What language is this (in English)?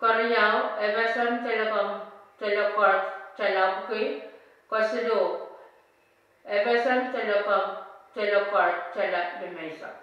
Pohnpeian